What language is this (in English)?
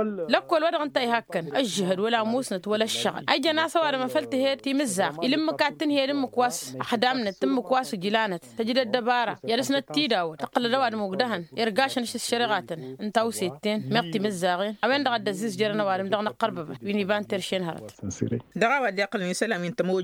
Tamasheq